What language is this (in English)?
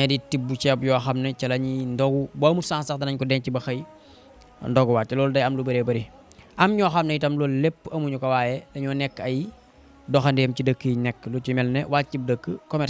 Wolof